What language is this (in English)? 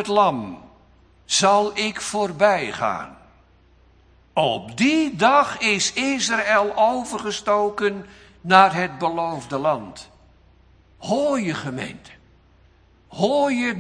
Dutch